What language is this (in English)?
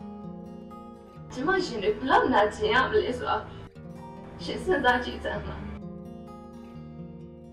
Burmese